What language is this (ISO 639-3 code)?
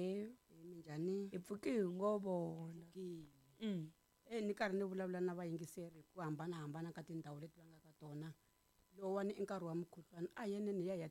tso